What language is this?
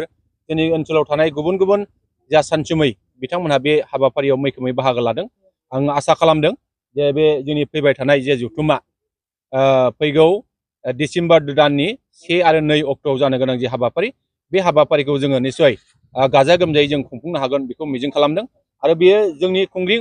Bodo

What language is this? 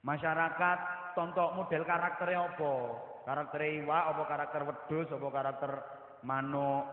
Javanese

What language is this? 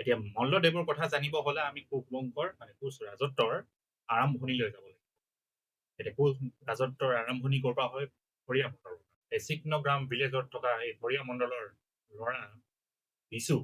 Assamese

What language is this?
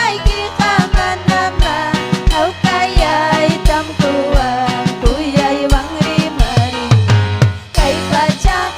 Ayacucho Quechua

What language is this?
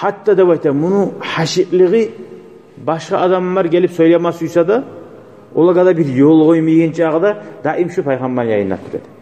Kumyk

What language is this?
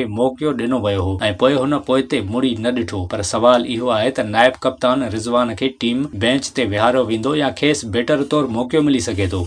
Sindhi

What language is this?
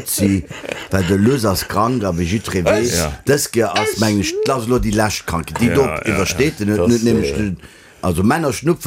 Luxembourgish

